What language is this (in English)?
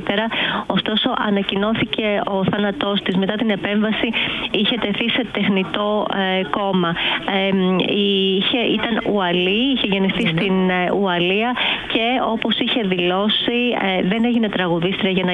Greek